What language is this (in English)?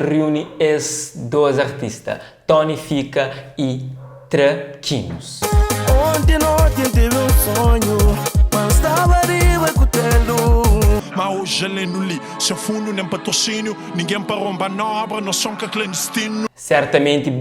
Kabuverdianu